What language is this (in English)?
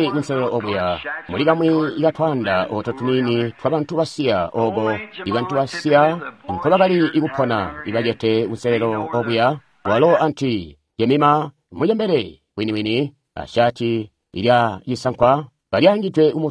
Tonga (Zambia)